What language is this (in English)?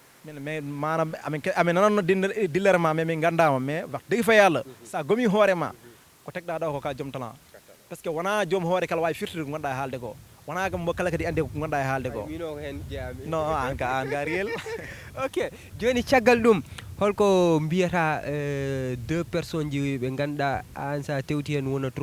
Fula